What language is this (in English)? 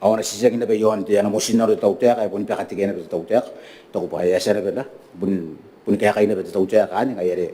Gilbertese